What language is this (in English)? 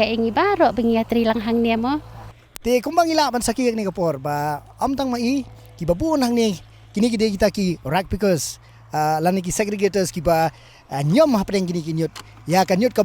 Khasi